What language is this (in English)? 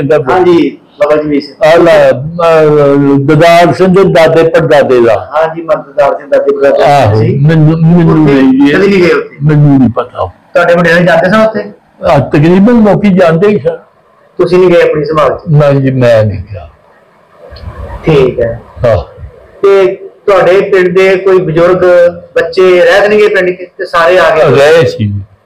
Punjabi